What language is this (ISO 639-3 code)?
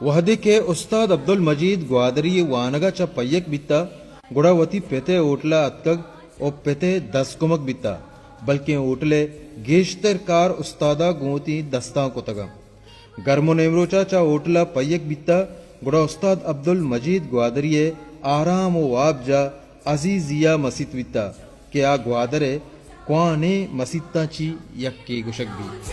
bal